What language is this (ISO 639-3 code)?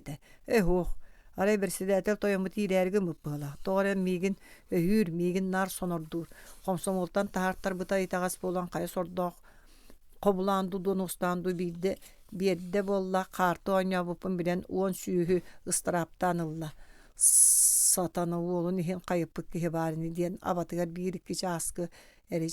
sah